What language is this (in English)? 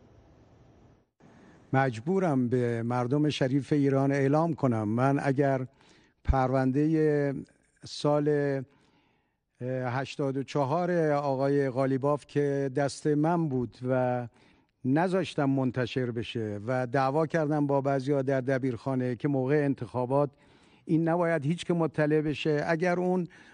Persian